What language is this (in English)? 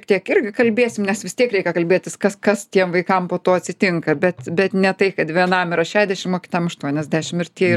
Lithuanian